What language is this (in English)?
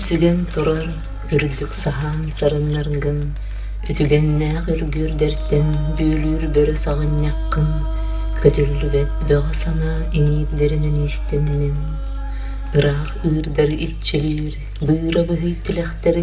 Yakut